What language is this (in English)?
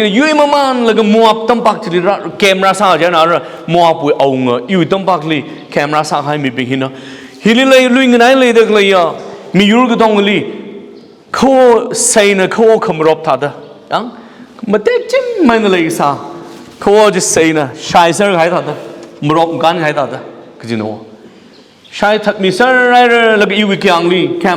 Tangkhul Naga (India)